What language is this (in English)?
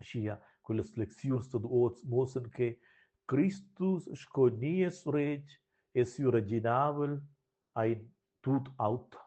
Romansh